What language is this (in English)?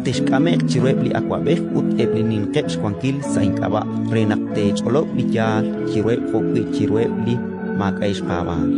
Kekchí